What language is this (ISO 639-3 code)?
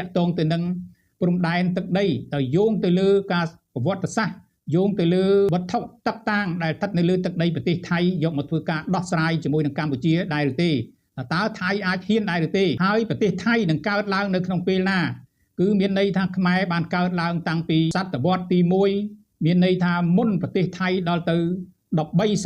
khm